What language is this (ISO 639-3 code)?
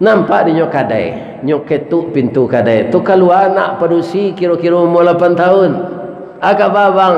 min